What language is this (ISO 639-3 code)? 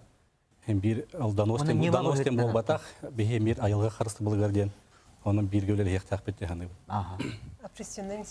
sah